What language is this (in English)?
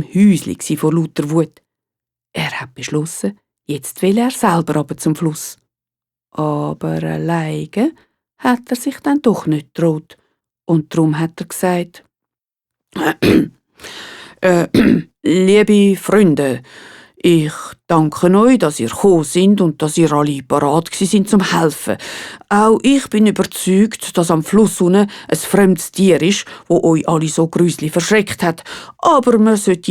Swiss German